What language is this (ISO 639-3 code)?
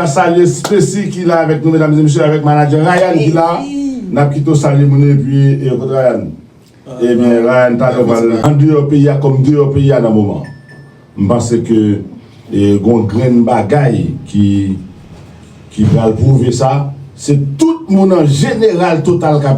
hat